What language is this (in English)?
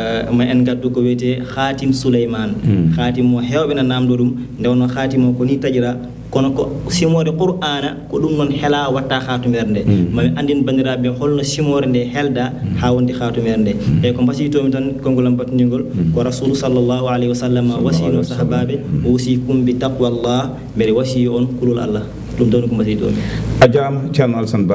Fula